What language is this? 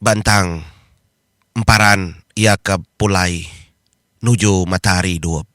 Iban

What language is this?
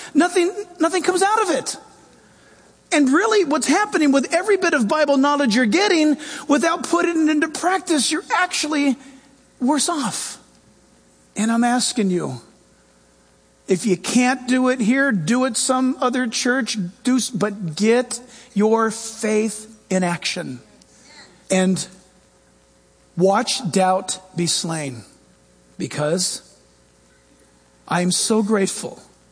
English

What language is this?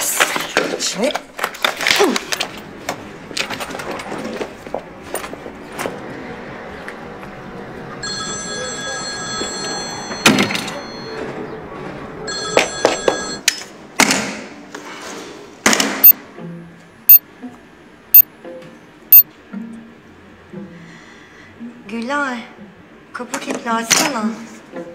Turkish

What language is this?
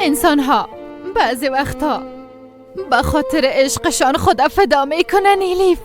Persian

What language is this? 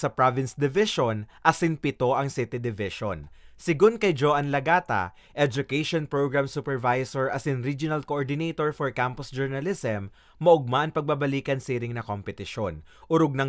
Bikol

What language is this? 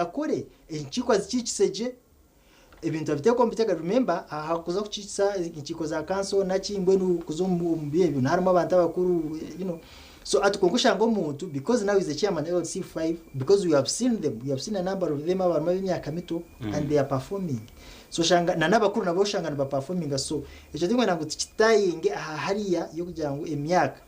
Nyankole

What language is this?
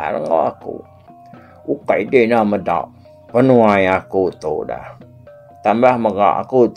Iban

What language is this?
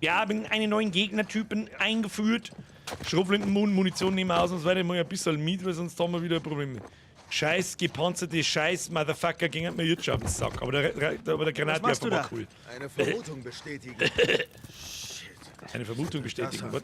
Bavarian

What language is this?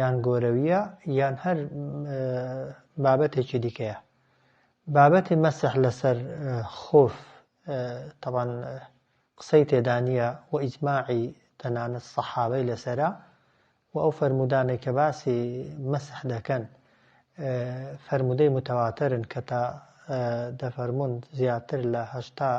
Central Kurdish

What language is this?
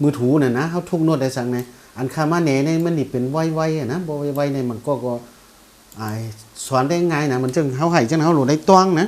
Shan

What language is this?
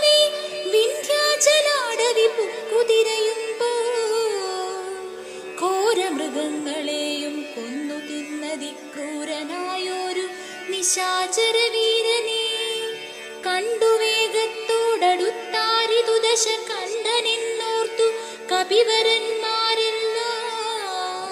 Malayalam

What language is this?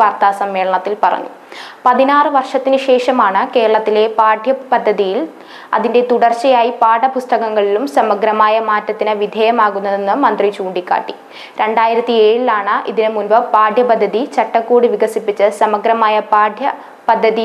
Malayalam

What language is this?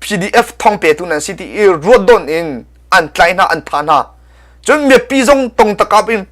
Hakha Chin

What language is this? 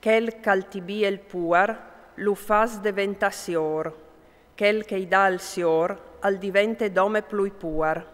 Friulian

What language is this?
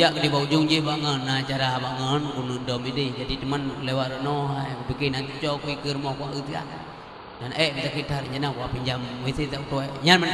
Achinese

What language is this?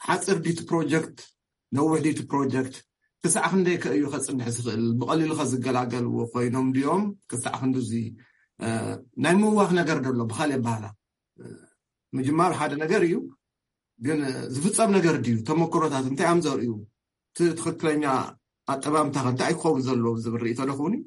Tigrinya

